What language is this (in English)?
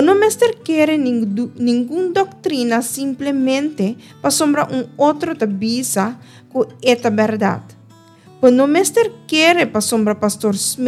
Papiamento